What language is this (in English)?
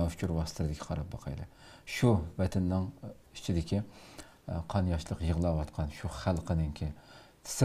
Uyghur